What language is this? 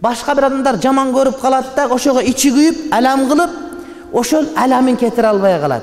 Kyrgyz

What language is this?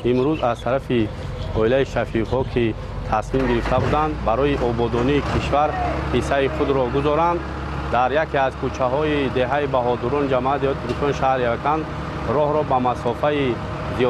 Tajik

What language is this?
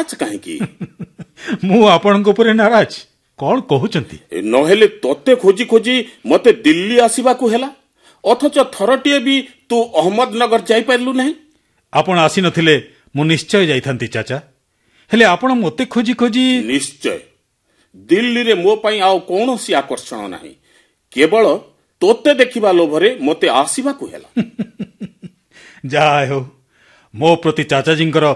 Odia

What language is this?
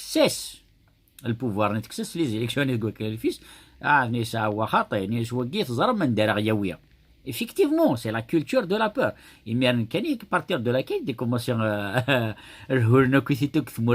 Kabyle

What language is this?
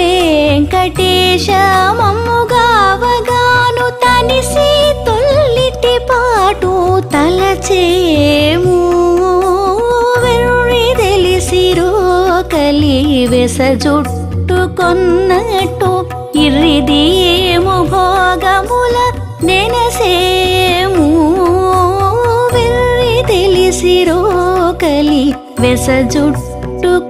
Telugu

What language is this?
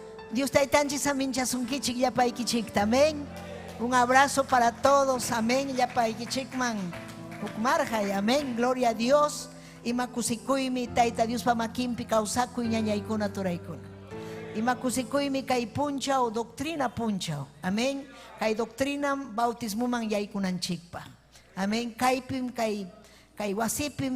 Ayacucho Quechua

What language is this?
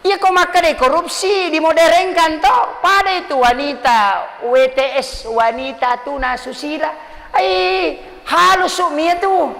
Buginese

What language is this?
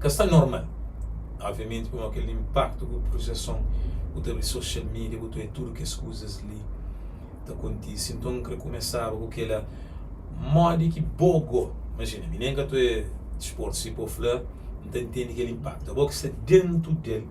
Kabuverdianu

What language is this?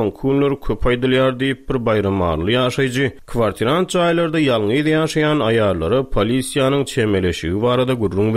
Turkmen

